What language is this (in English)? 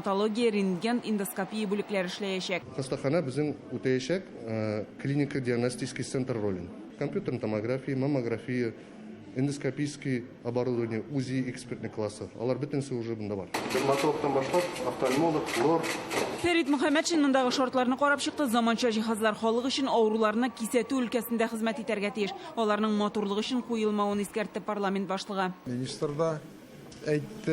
Tatar